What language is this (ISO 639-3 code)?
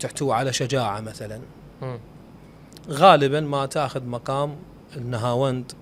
acm